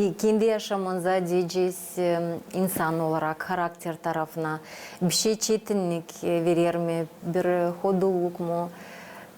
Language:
Gagauz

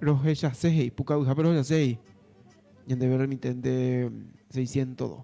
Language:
Guarani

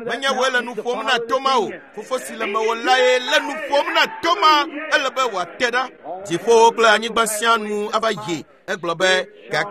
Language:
Ewe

